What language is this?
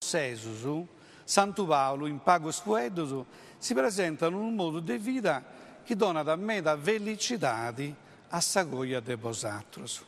Sardinian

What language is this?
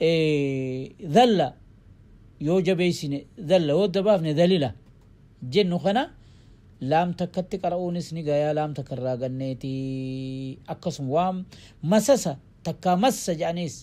Oromo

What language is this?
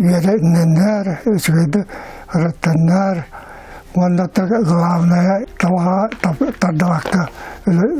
Yakut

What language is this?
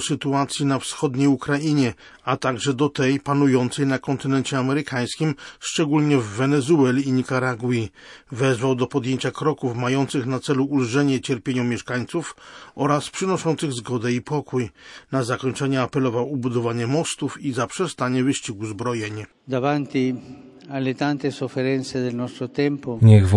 Polish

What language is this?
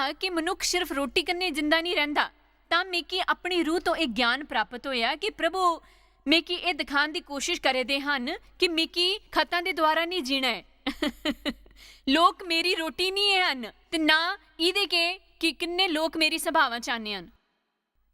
Dogri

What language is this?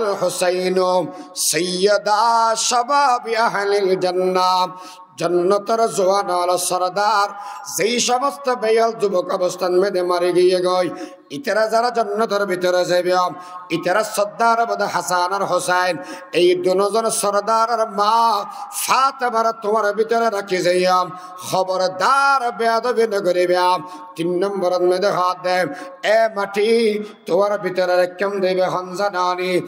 Rohingya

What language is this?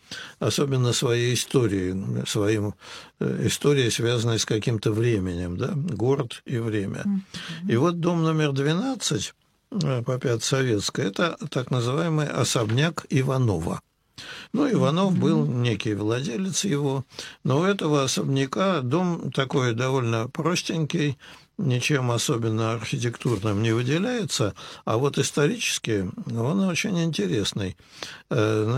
Russian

